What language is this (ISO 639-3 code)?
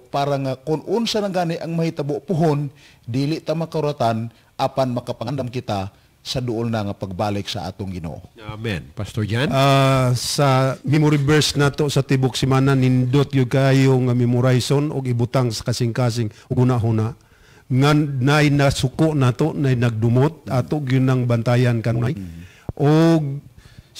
ceb